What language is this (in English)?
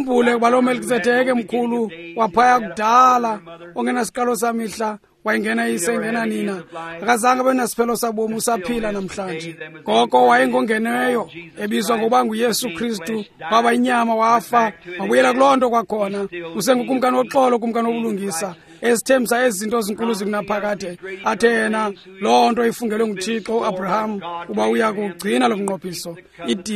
Xhosa